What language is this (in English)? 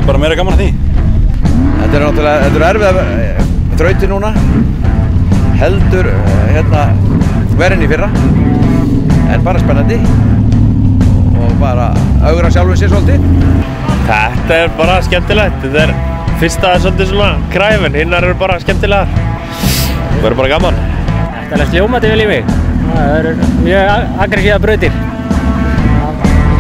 Icelandic